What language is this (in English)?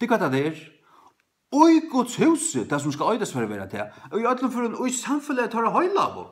Faroese